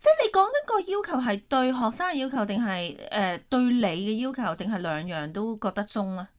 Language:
Cantonese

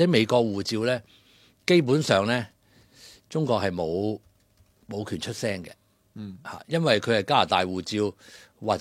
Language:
Cantonese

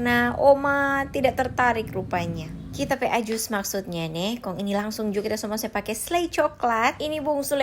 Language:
Manado Malay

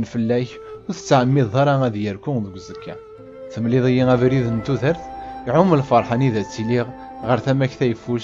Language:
Kabyle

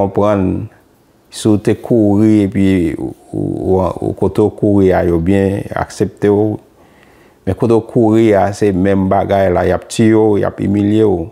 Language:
Haitian Creole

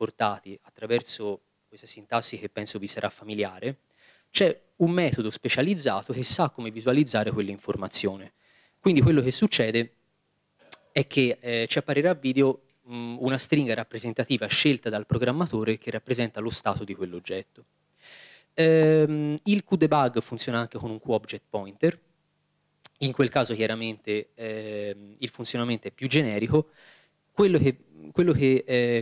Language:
Italian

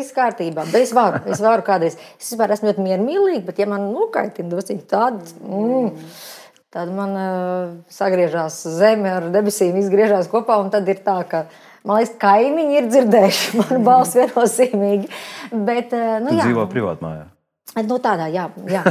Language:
Latvian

